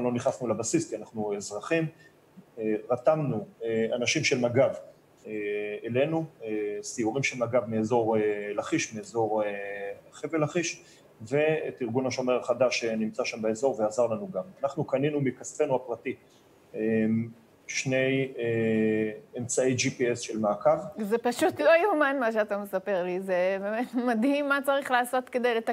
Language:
Hebrew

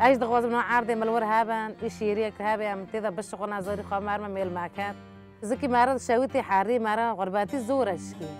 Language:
Kurdish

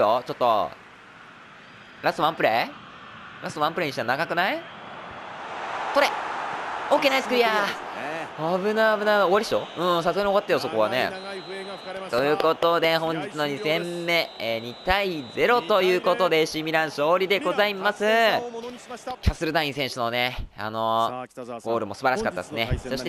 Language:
Japanese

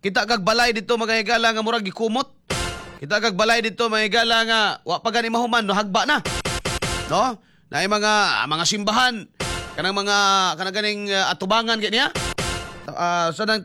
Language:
Cebuano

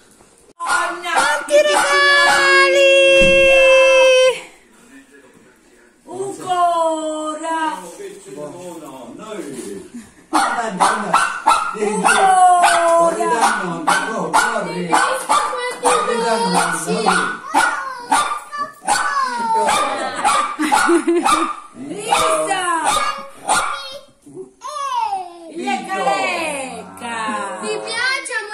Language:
Italian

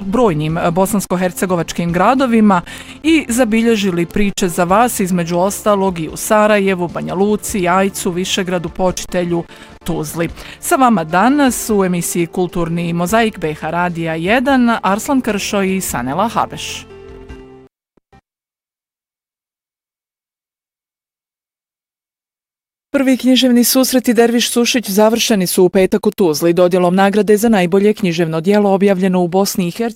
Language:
Bosnian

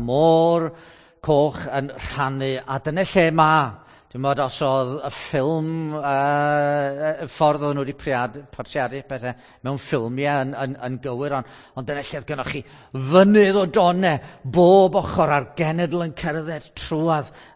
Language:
Welsh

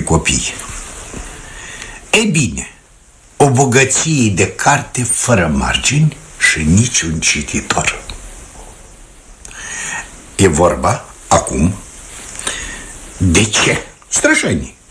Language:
Romanian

